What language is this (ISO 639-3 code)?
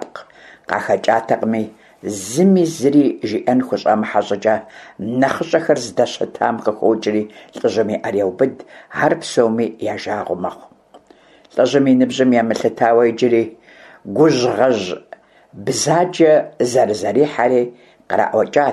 kbd